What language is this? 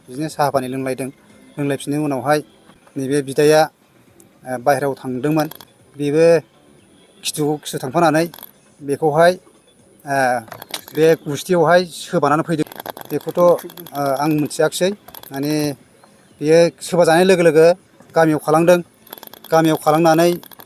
Bodo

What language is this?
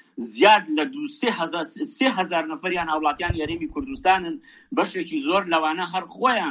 Central Kurdish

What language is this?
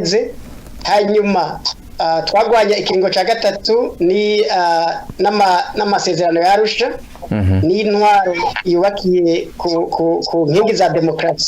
Rundi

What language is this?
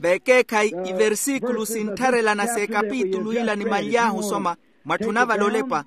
Makhuwa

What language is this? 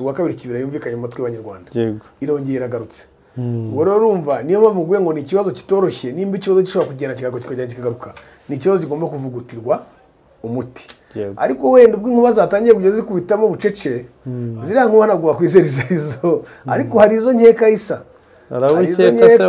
Kinyarwanda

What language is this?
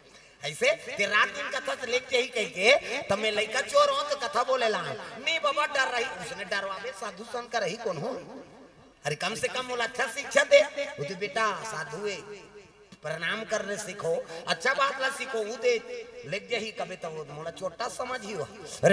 Chhattisgarhi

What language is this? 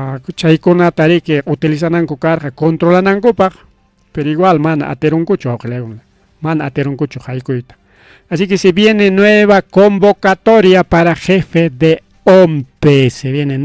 Ayacucho Quechua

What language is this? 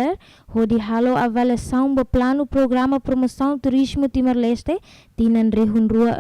Tetum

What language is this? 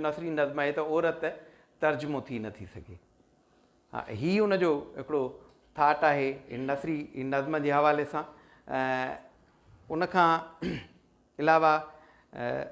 Sindhi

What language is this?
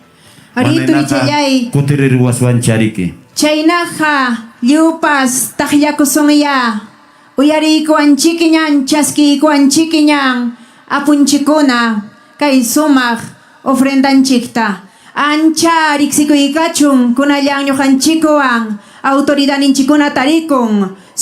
Ayacucho Quechua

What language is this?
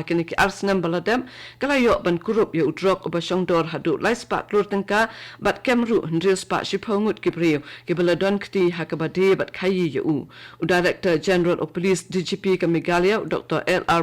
Khasi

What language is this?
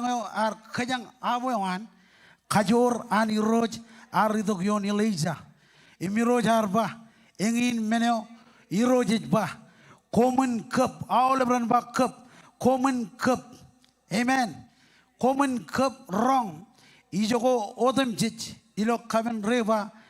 Marshallese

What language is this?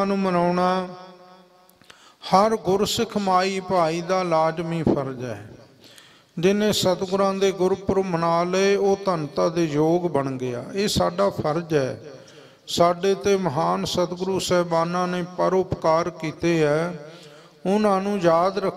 Punjabi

